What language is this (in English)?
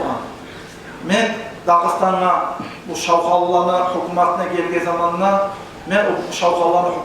Kumyk